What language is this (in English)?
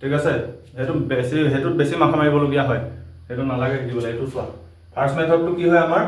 Assamese